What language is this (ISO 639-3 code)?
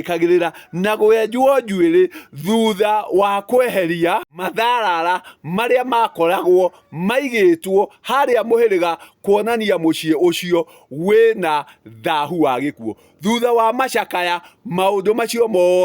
kik